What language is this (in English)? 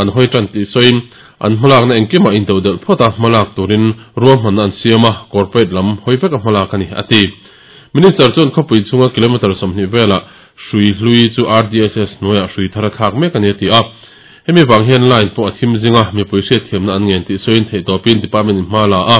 Mizo